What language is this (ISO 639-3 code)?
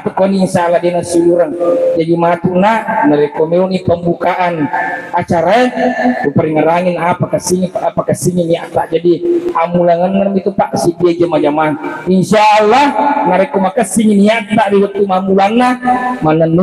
bug